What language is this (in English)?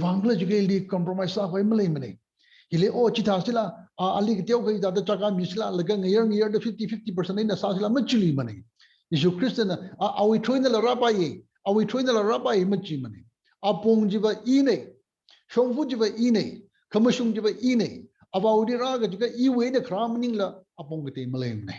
Tangkhul Naga (India)